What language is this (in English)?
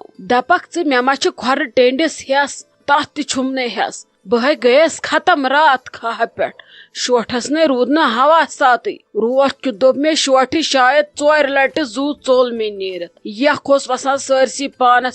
Kashmiri